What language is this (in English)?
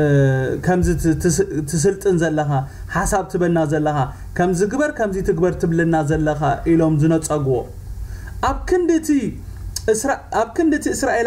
Tigrinya